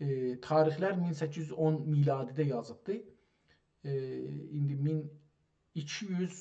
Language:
South Azerbaijani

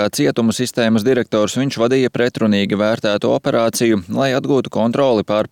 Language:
Latvian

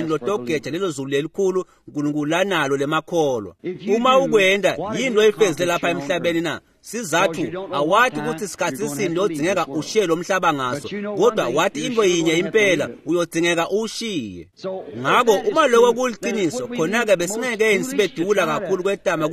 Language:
Swati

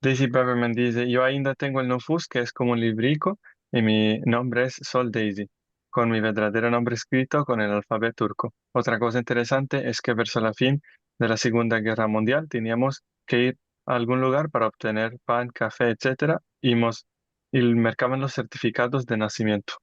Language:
Ladino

